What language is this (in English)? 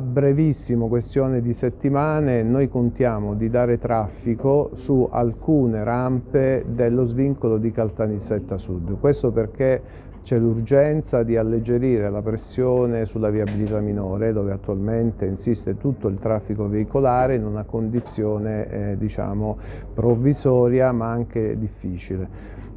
Italian